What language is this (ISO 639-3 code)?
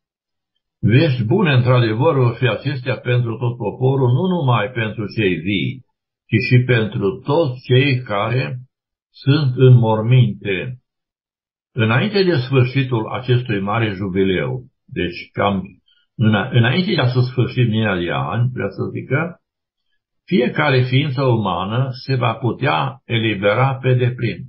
ron